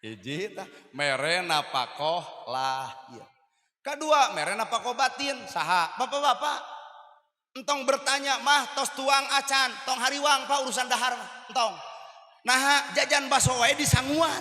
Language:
Sundanese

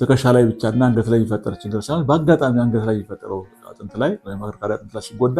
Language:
Amharic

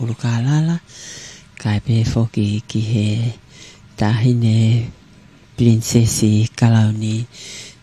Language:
Tongan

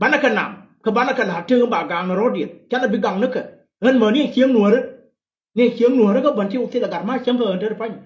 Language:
Nuer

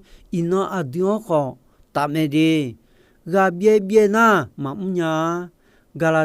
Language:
Akha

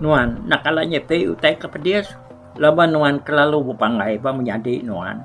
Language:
Iban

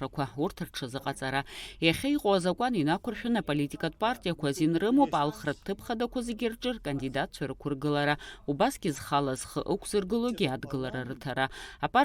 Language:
Abkhazian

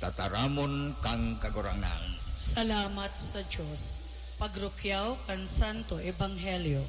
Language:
Bikol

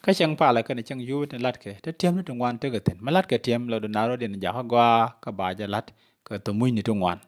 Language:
Nuer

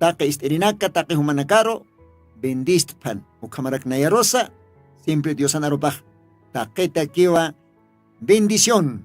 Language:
Aymara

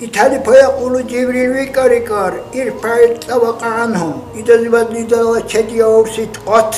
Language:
Dargwa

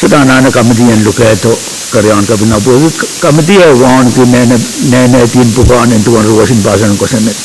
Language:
Pohnpeian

